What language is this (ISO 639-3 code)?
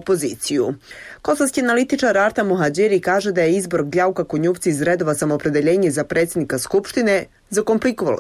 bos